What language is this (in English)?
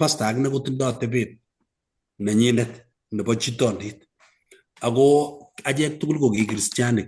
Kalenjin